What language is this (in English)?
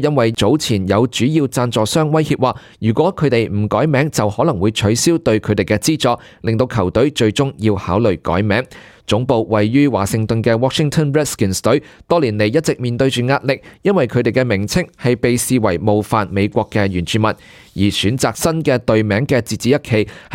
Cantonese